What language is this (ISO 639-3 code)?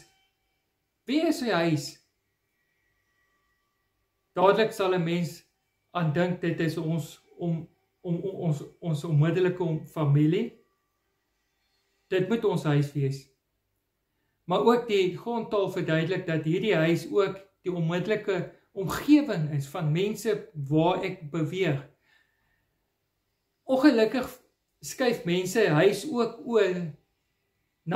afr